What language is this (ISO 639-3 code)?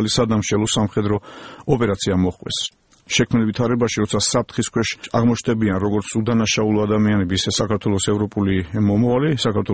kat